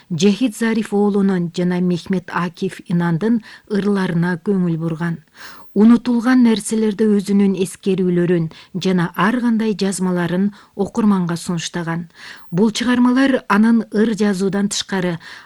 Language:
Kyrgyz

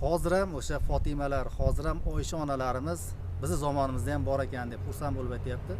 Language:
Uzbek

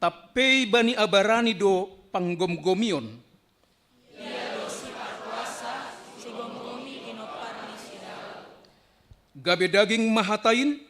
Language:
Batak Simalungun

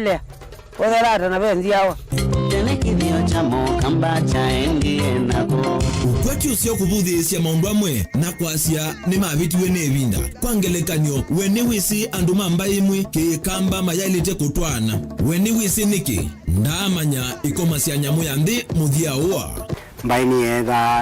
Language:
Kamba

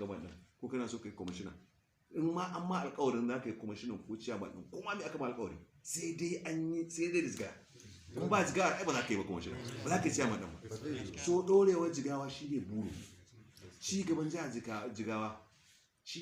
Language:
Hausa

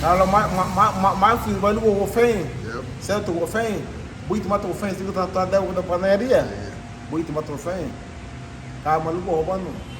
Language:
Garifuna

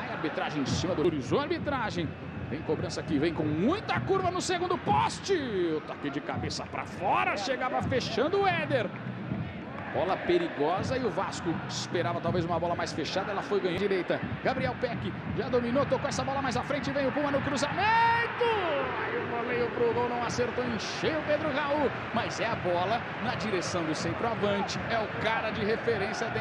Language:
Portuguese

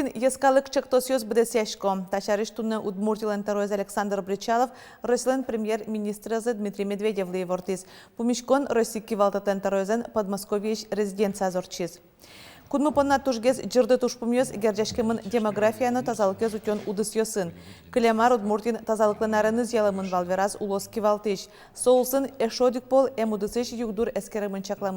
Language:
Udmurt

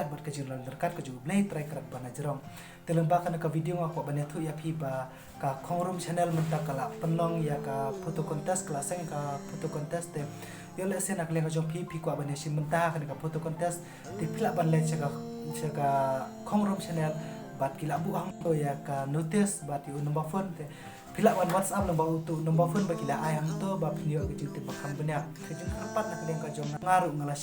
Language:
Khasi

